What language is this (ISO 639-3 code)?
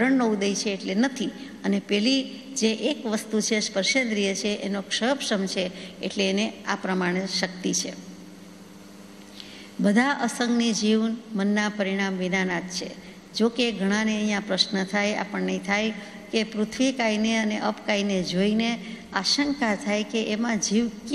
guj